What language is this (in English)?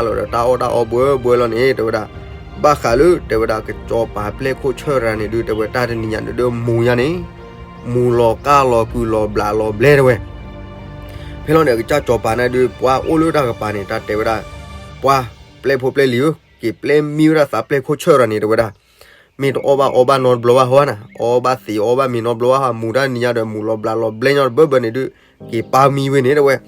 S'gaw Karen